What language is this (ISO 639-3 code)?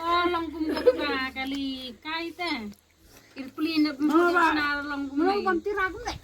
kha